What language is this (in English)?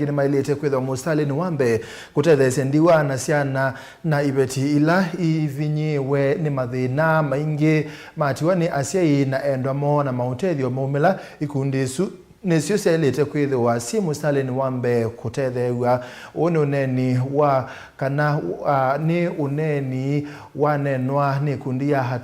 Kamba